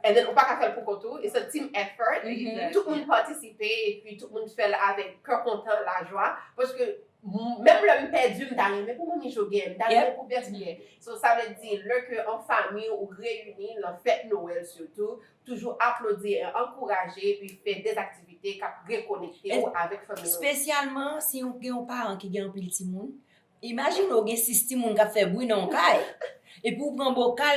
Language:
Haitian Creole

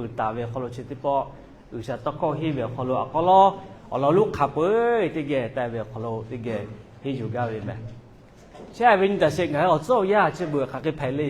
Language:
Lahu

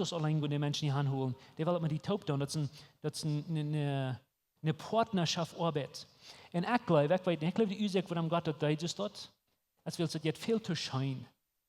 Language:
Plautdietsch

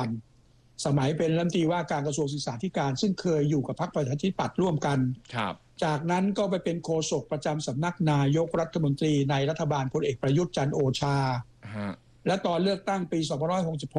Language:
Thai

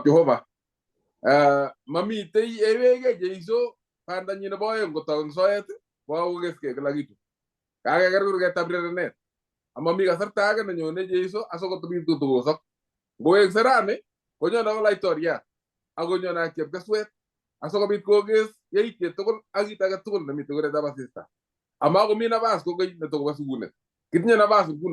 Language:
Kalenjin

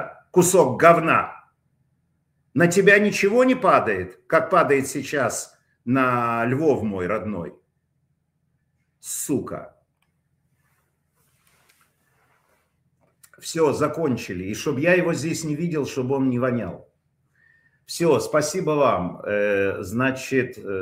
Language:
Russian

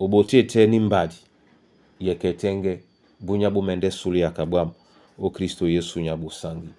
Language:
Duala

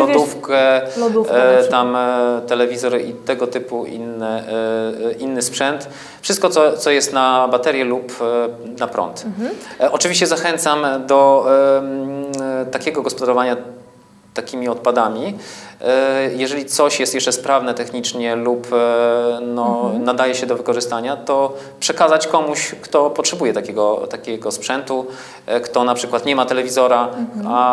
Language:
Polish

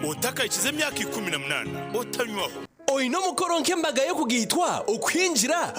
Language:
Nyankole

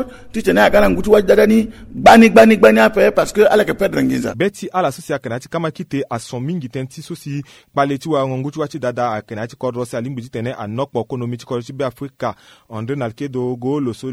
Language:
Sango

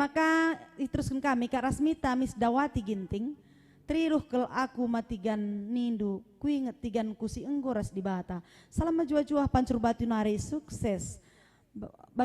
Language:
Batak Karo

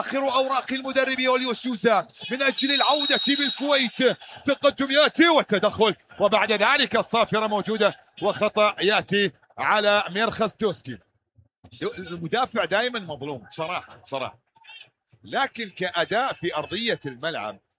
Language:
Mesopotamian Arabic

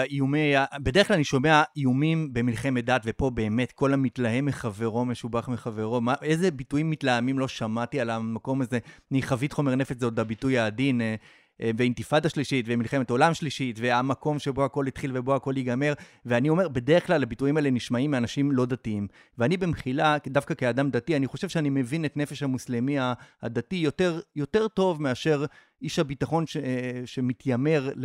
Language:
Hebrew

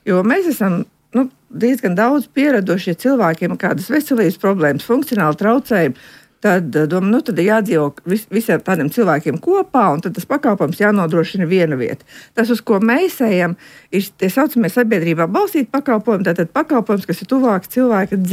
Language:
Latvian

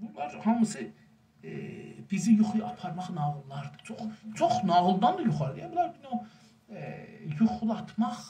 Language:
South Azerbaijani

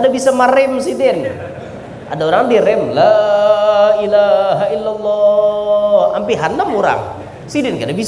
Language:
Banjar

